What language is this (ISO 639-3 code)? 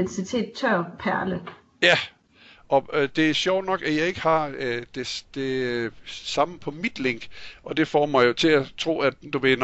dan